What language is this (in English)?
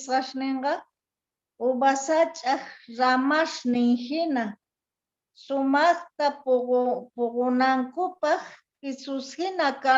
Quechua